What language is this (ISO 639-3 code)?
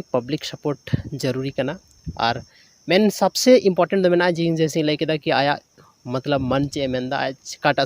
sat